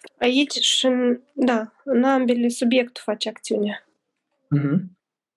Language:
Romanian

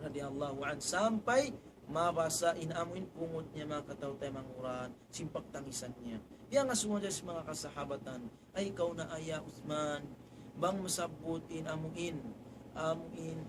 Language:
Tausug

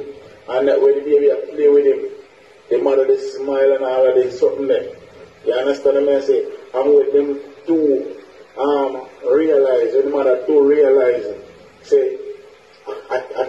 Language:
Jamaican Creole English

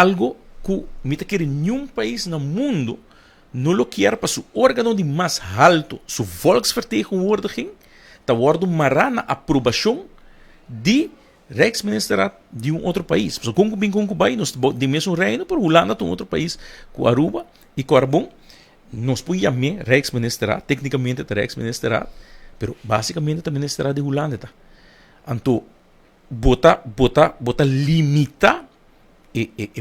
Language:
Papiamento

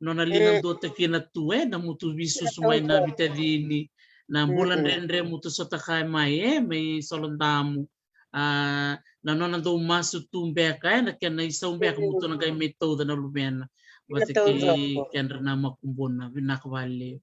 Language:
Fijian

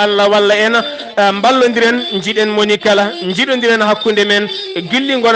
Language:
Fula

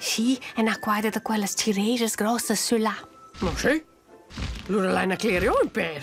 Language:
Romansh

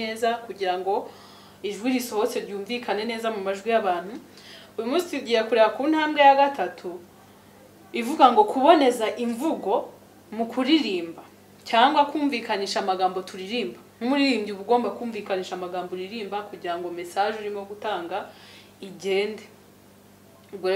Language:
Kinyarwanda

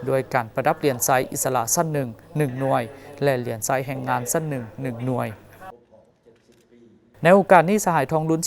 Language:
Lao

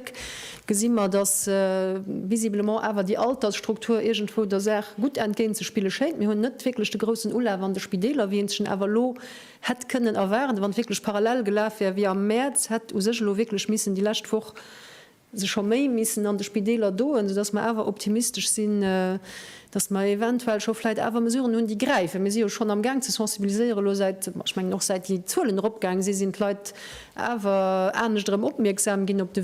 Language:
Luxembourgish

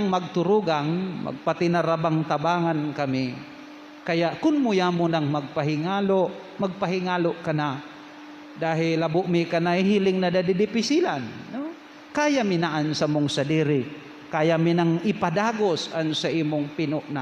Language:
Bikol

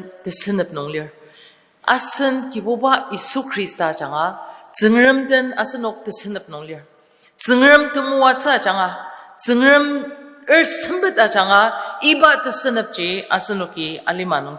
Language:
Ao Naga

